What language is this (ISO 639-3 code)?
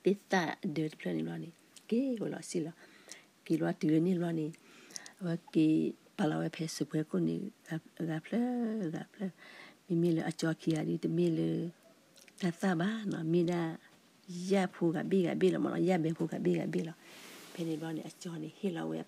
ksw